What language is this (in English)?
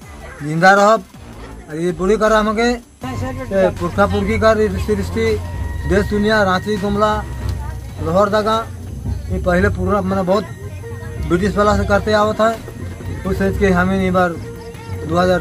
Sadri